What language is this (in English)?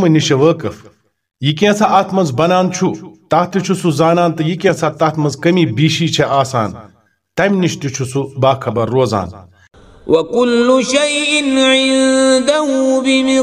Kashmiri